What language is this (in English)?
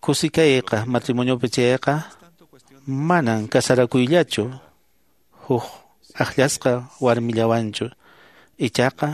Quechua